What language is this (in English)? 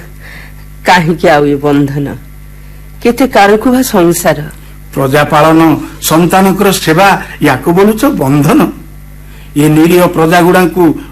Odia